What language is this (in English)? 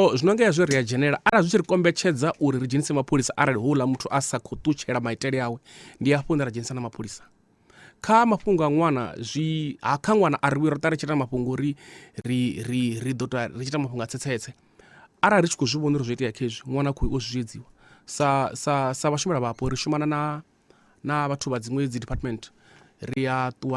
Venda